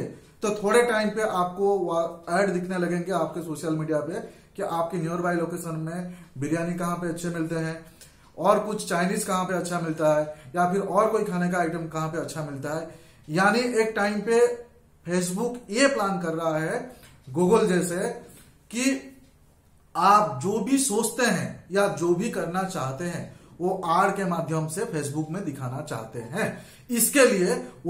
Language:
Hindi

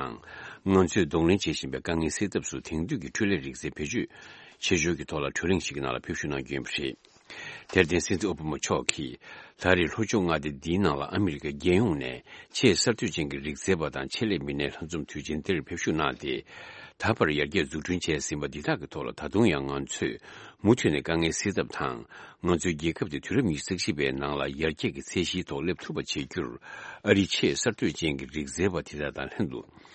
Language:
Tibetan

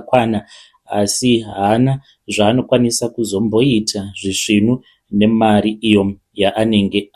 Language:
Shona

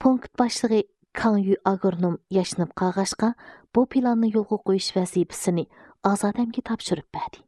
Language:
Uyghur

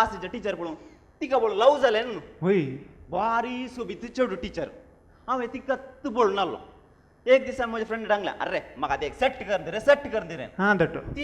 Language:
Konkani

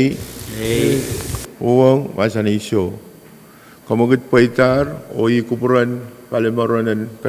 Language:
Pohnpeian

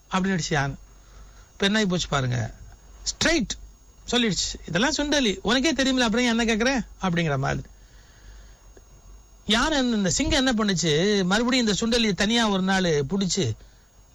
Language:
Tamil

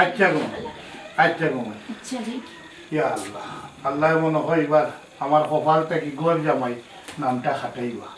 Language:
Sylheti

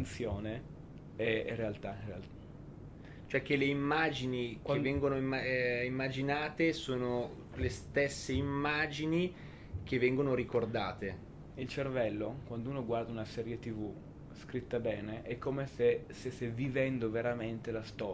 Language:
Italian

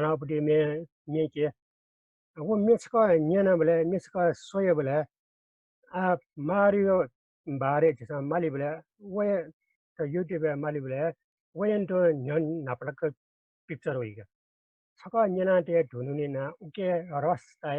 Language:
Newari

